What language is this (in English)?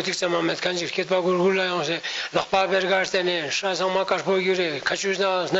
Ladakhi